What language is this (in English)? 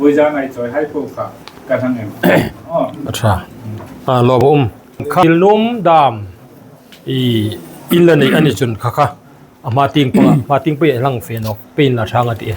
Hmar